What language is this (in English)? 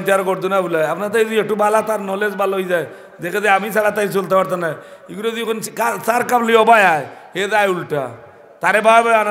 Sylheti